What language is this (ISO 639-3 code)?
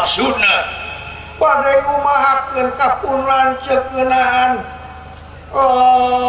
sun